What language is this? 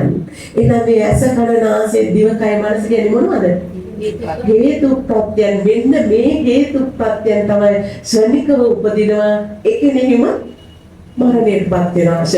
Sinhala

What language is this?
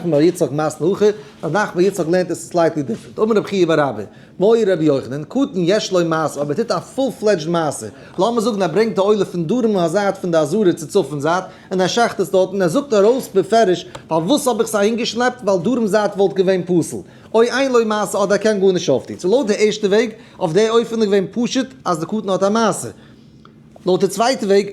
Yiddish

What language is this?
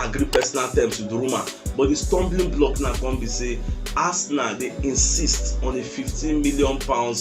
Nigerian Pidgin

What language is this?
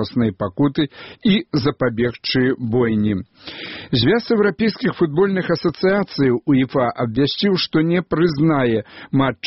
Belarusian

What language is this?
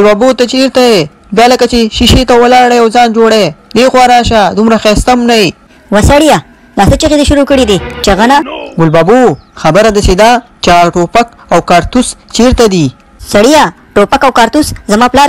Pashto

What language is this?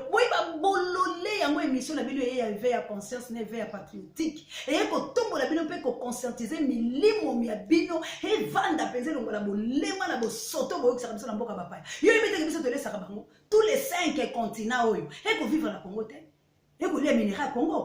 Lingala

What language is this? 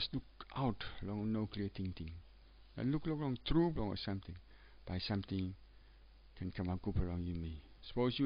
Tok Pisin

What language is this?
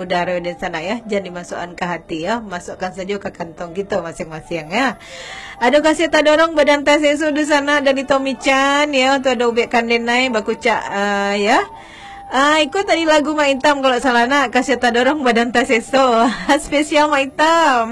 Minangkabau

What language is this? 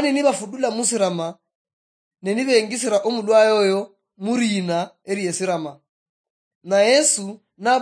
Luyia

